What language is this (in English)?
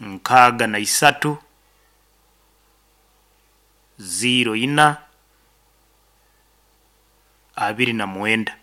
Nyoro